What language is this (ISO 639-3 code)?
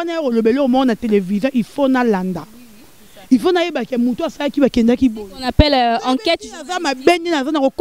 lin